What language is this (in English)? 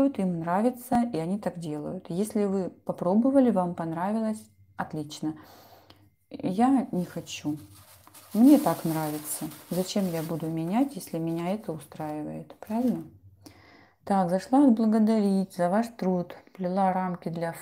Russian